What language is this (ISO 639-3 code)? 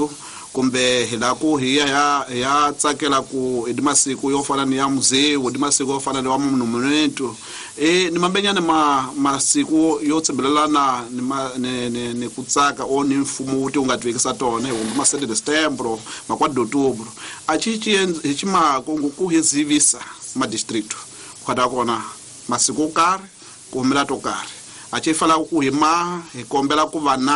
tso